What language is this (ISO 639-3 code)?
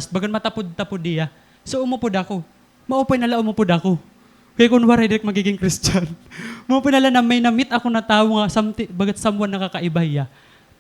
war